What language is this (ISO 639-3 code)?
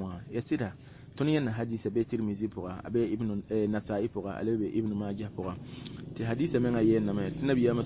mos